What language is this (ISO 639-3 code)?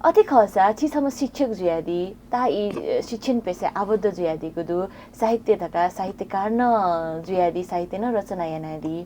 new